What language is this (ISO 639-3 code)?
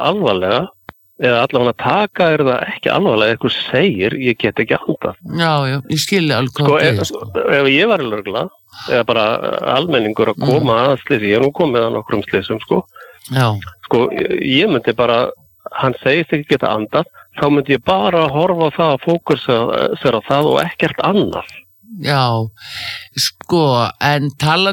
isl